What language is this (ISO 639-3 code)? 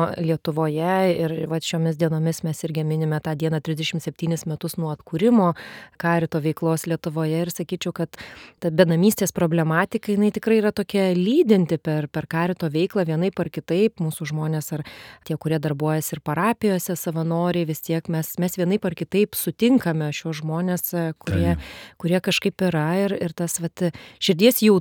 lit